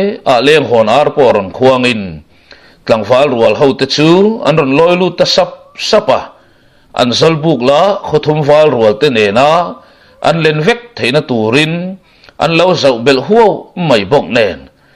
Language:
Mizo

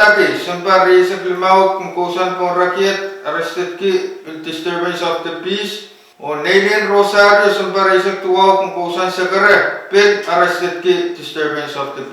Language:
Pohnpeian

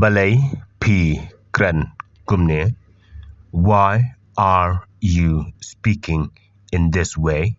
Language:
Khasi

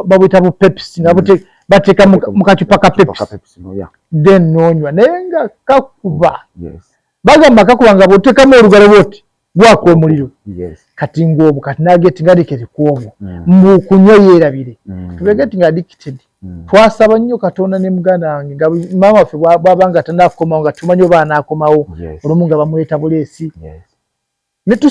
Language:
Ganda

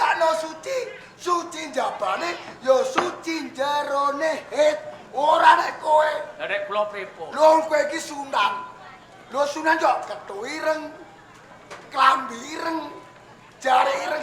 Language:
Javanese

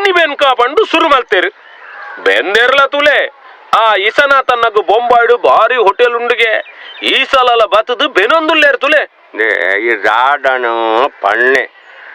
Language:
Tulu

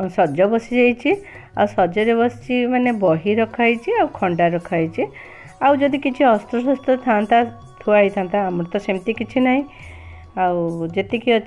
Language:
Odia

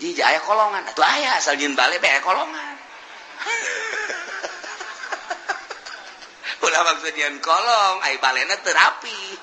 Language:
Sundanese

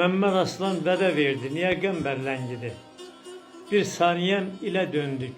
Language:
Azerbaijani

